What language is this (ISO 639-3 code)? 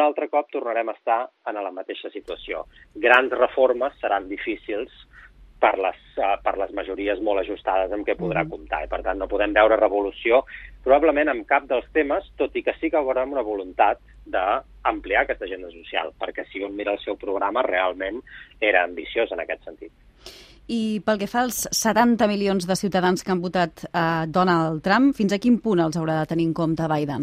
cat